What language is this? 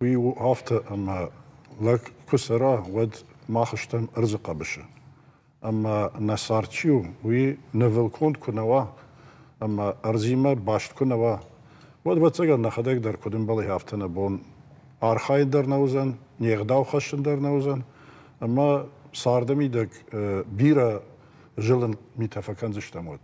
Ossetic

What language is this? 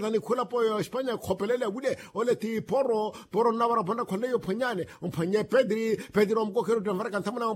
Makhuwa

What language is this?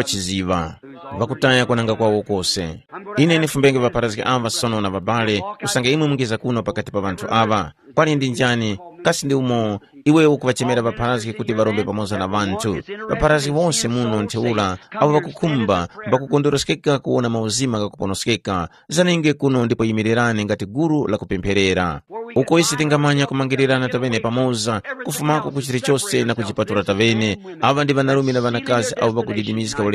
Tumbuka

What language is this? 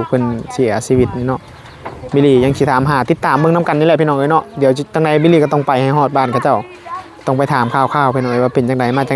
Northeastern Thai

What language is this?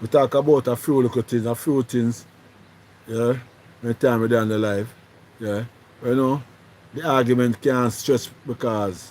Jamaican Creole English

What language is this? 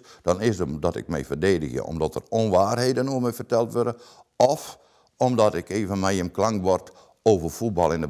Western Frisian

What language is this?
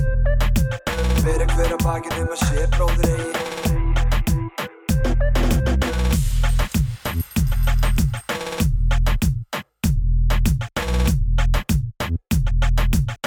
Icelandic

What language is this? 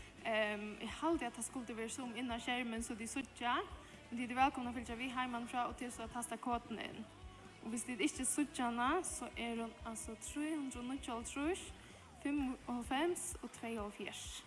Faroese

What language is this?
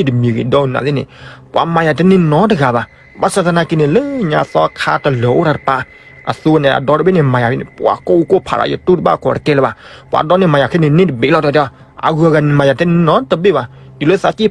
S'gaw Karen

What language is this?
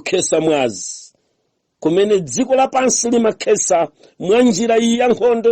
Nyanja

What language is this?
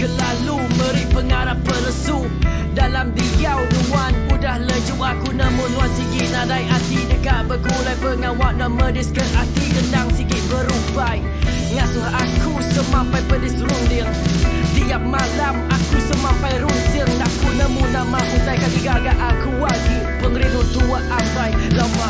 Iban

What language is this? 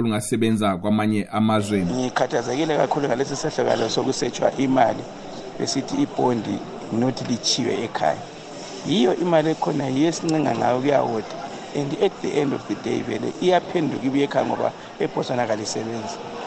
North Ndebele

